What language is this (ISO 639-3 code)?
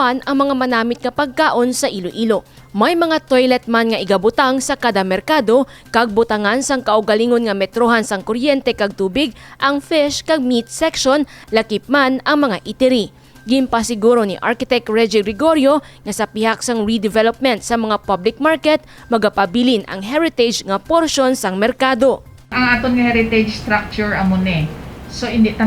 hil